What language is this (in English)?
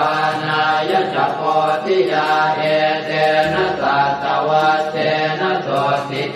Pali